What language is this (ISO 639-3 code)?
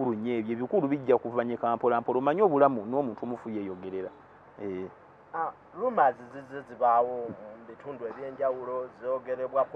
lug